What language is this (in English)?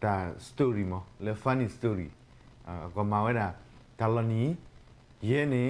S'gaw Karen